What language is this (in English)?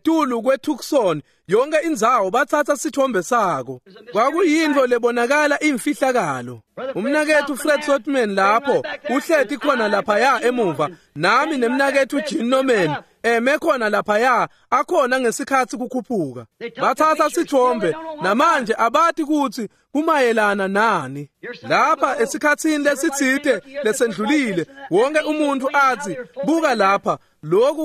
Swati